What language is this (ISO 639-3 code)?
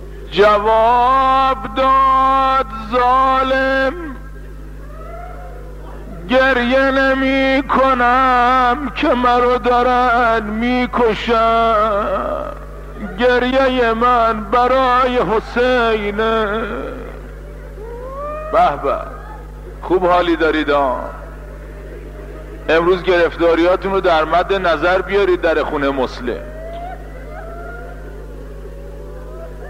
fas